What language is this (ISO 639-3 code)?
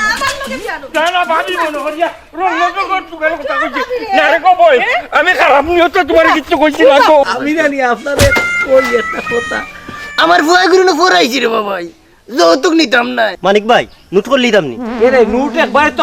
syl